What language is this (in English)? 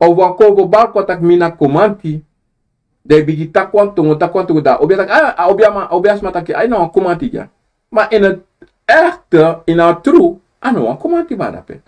Sranan Tongo